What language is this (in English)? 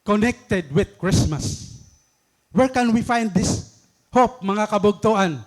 Waray